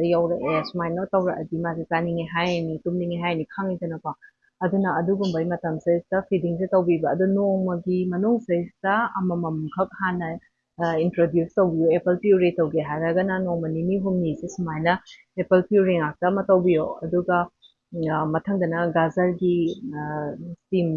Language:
Manipuri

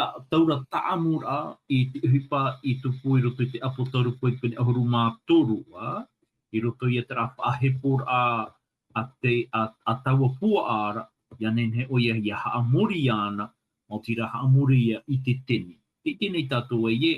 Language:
Tahitian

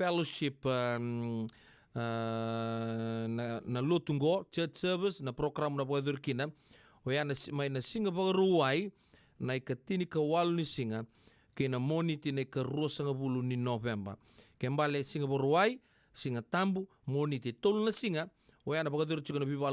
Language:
Fijian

